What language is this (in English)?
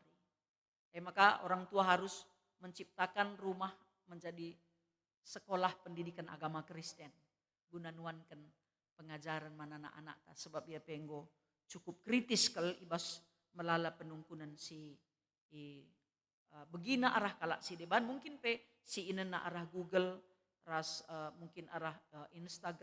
Batak Karo